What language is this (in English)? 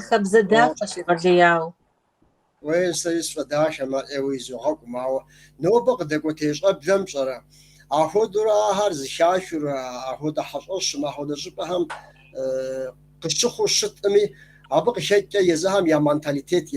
Kabardian